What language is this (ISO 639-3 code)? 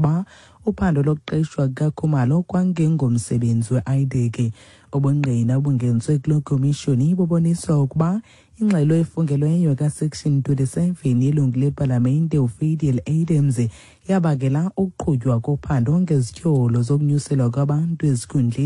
xho